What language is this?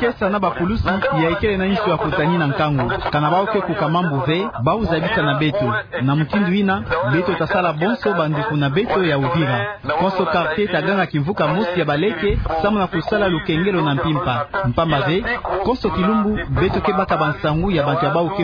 Kituba (Democratic Republic of Congo)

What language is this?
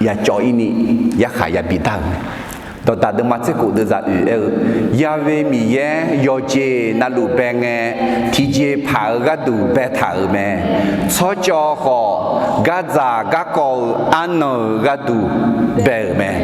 Akha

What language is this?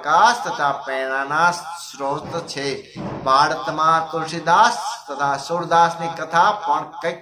Gujarati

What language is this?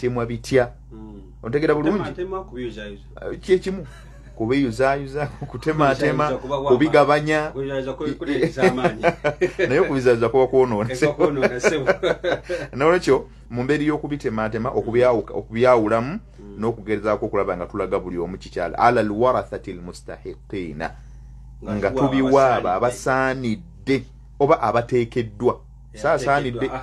Ganda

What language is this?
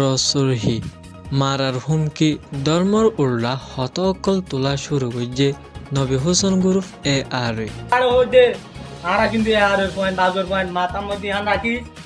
Rohingya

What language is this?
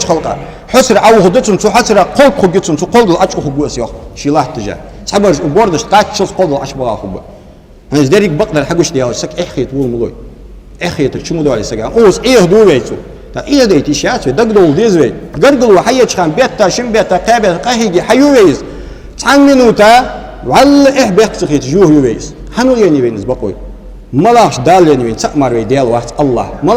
Ingush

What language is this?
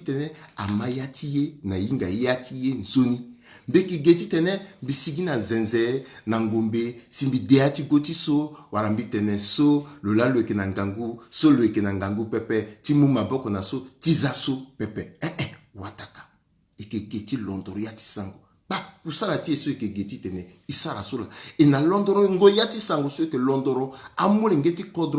Sango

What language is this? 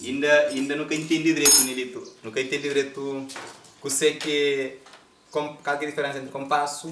Kabuverdianu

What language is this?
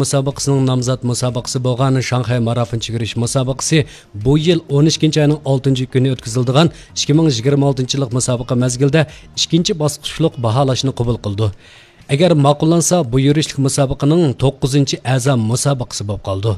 Uyghur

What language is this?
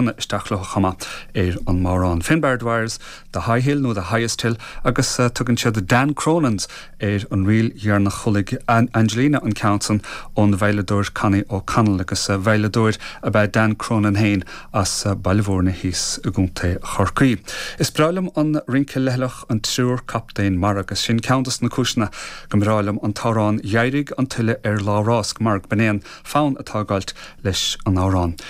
Irish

